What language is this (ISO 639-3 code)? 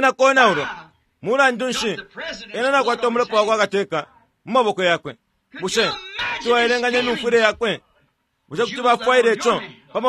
bem